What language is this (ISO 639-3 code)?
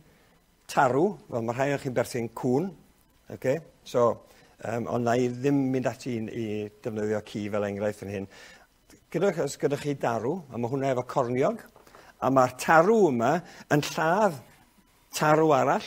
cym